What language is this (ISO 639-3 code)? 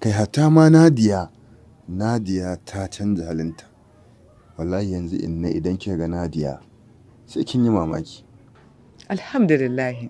hau